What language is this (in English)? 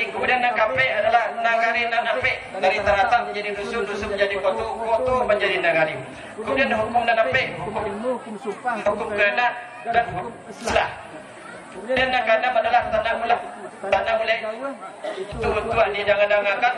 Minangkabau